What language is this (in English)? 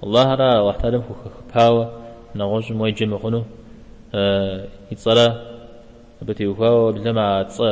Kabardian